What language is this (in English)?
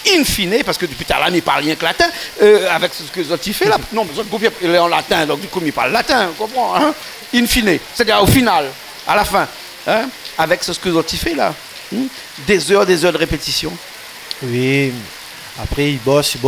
Réunion Creole French